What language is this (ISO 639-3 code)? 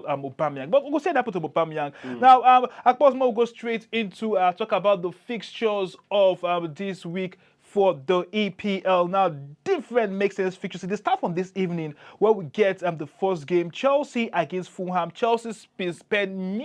pcm